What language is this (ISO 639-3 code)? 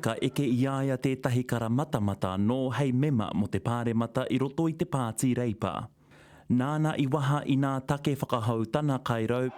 mri